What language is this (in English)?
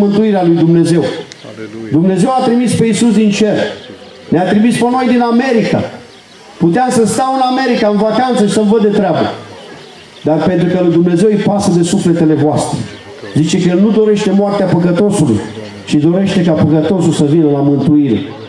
Romanian